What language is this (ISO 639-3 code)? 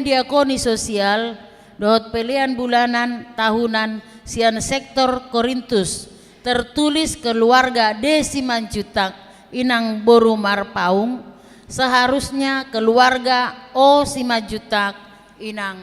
bbc